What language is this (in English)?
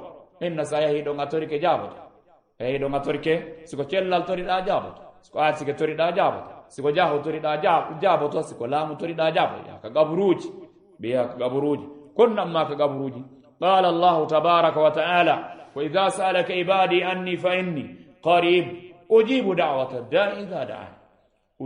Fula